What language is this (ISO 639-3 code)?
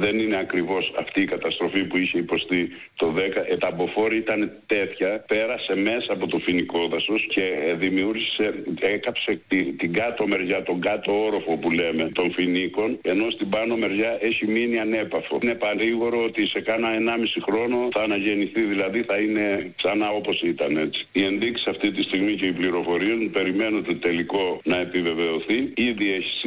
ell